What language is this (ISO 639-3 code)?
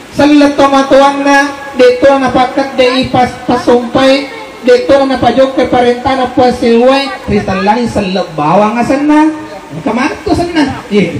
bug